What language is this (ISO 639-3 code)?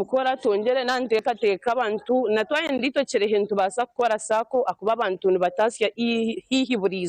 nyn